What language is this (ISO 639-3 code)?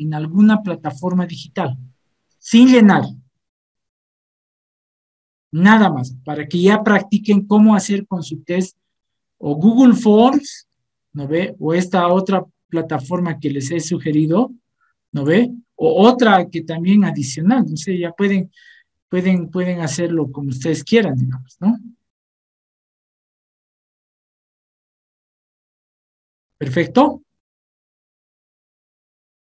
spa